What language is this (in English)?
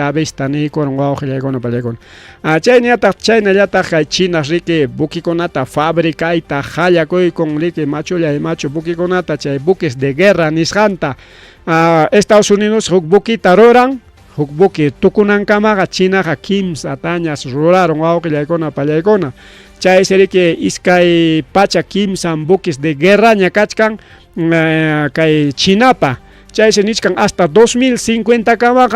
Ayacucho Quechua